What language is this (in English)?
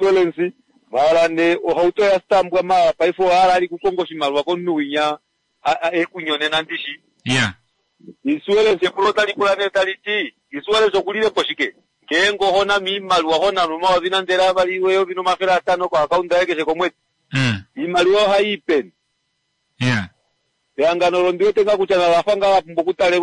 Kuanyama